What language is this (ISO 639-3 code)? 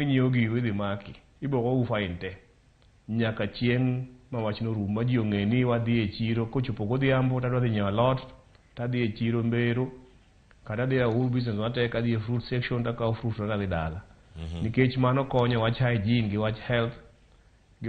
luo